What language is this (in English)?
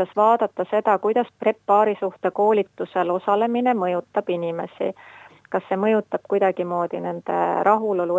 Estonian